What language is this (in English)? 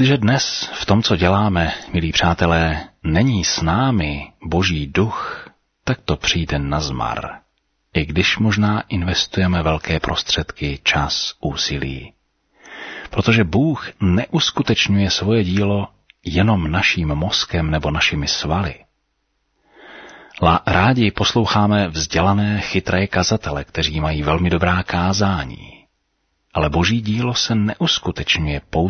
Czech